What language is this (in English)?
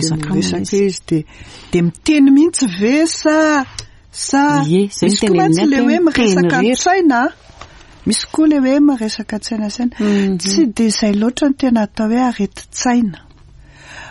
Malagasy